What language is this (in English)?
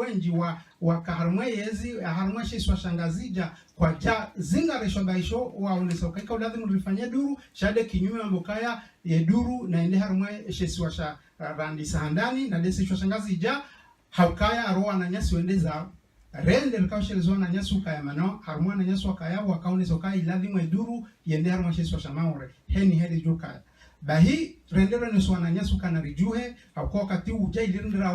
Ngazidja Comorian